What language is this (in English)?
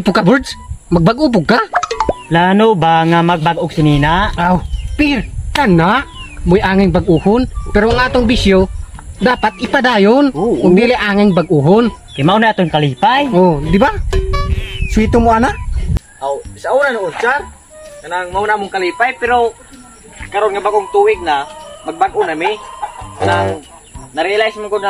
Cebuano